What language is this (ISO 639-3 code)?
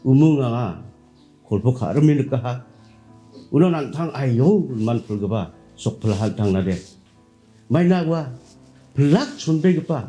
grt